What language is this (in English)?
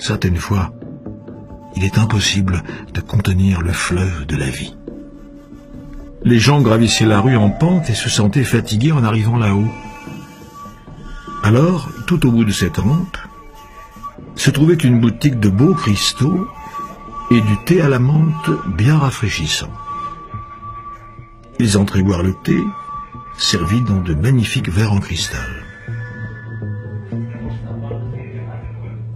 French